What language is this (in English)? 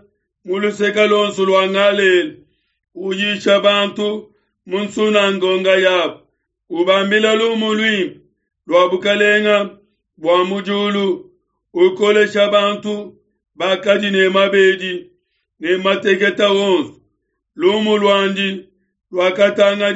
Luba-Lulua